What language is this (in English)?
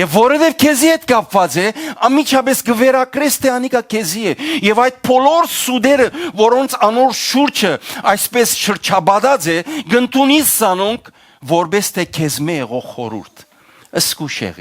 Western Armenian